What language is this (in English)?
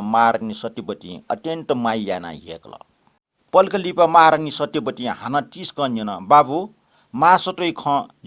Newari